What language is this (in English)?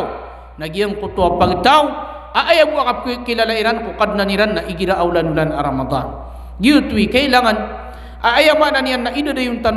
Maranao